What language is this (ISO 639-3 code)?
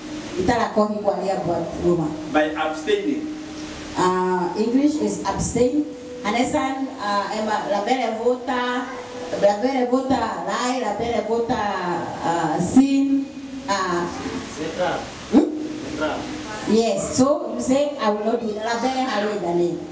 tet